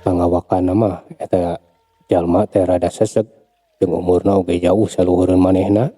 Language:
Sundanese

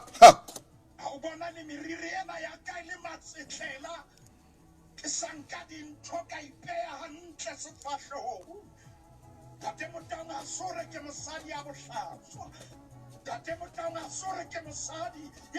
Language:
Southern Sotho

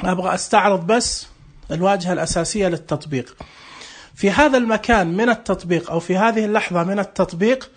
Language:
Najdi Arabic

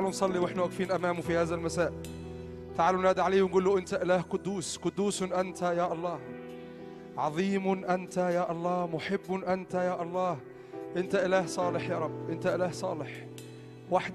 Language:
Egyptian Arabic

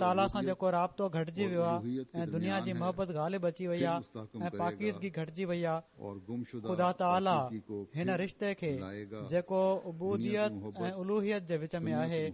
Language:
Sindhi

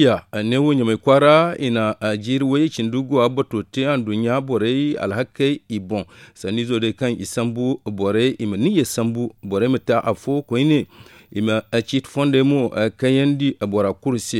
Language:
Zarma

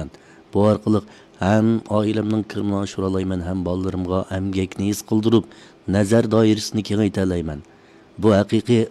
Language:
Uyghur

